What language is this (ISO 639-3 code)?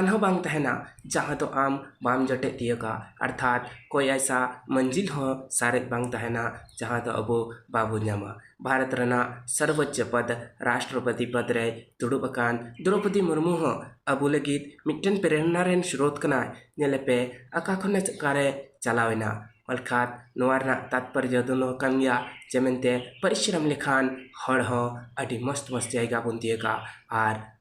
sat